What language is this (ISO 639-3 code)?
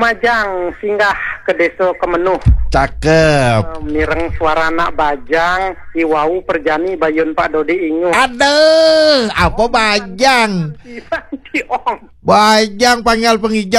ban